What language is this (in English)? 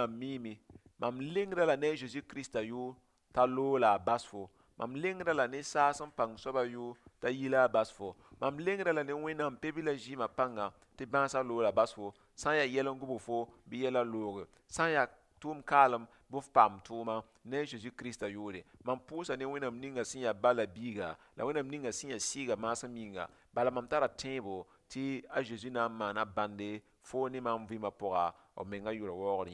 Mossi